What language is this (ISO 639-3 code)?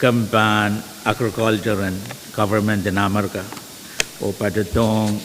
pon